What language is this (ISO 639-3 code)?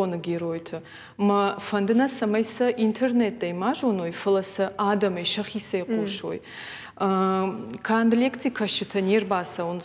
oss